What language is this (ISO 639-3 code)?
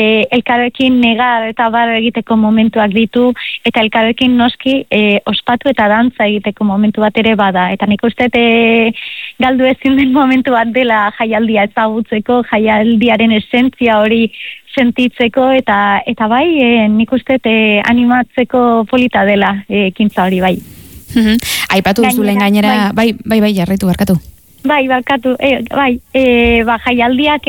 eus